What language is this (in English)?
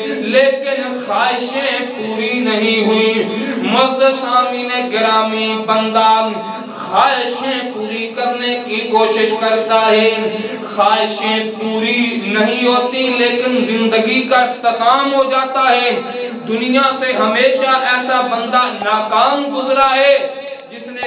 Urdu